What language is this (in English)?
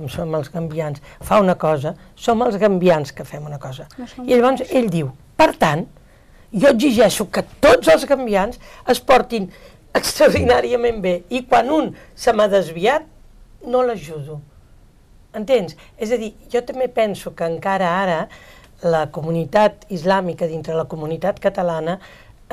Catalan